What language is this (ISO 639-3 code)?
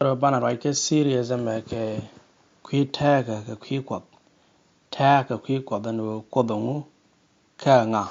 nus